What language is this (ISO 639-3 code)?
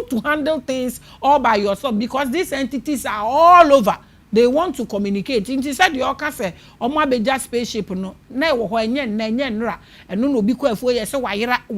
aka